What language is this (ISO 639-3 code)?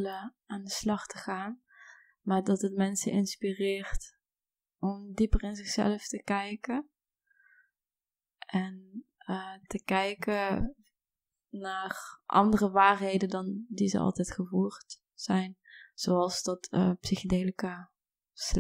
nld